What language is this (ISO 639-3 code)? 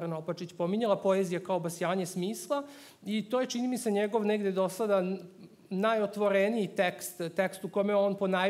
srp